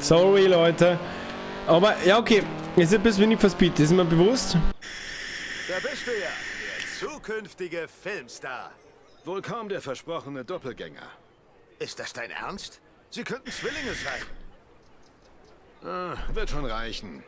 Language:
Bavarian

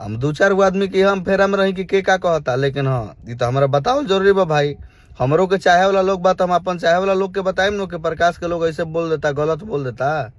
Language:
Bhojpuri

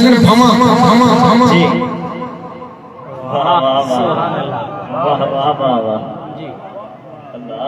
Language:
Saraiki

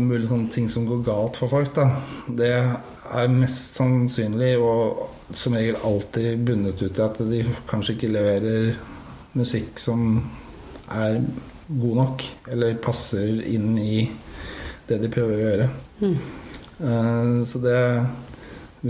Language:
Norwegian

